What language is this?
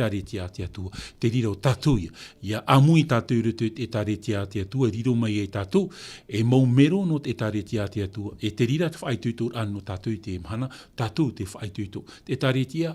Tahitian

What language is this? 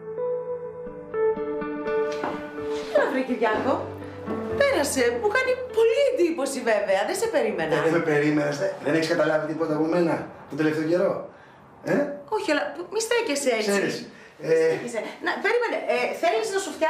Greek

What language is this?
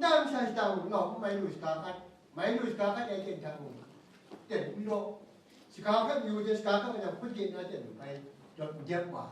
Kachin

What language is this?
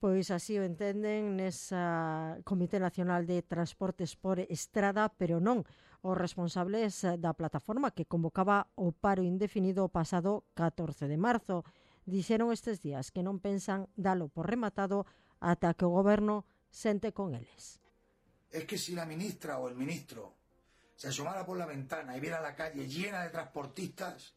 Galician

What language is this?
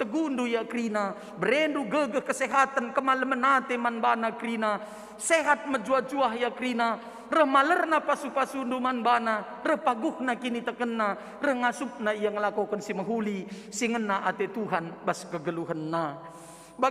Batak Karo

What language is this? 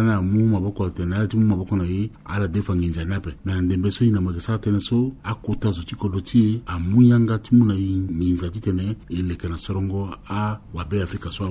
Sango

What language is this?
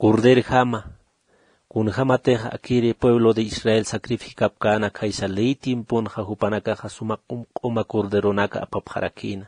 Aymara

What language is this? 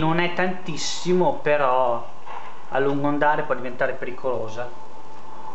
Italian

